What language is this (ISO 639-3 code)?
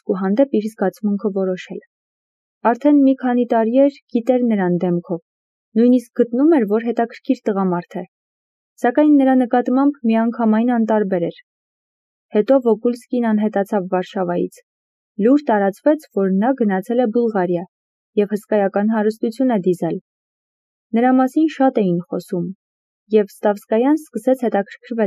hye